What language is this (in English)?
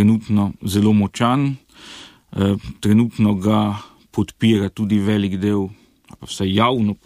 Slovenian